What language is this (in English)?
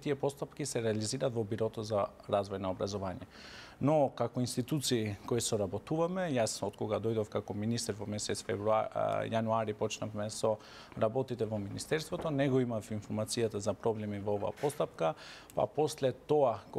Macedonian